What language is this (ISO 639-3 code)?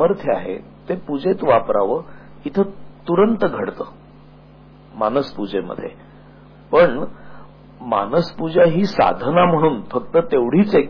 mar